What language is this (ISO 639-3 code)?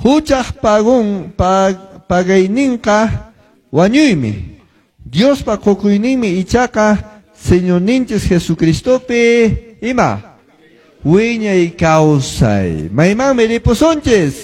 que